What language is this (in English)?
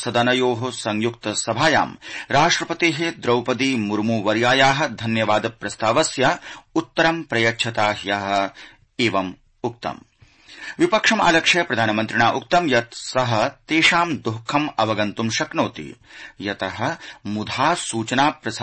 Sanskrit